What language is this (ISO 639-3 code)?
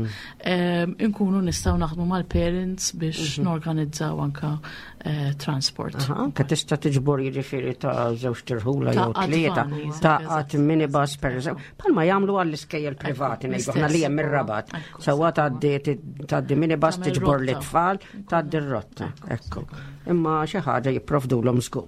mlt